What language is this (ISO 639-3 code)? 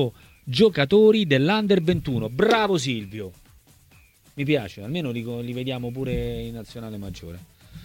ita